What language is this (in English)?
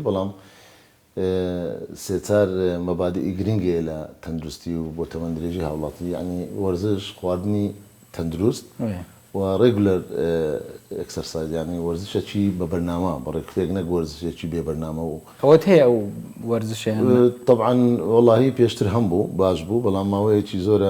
Central Kurdish